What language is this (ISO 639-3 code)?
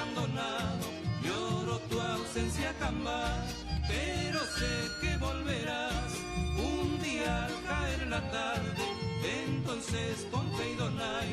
grn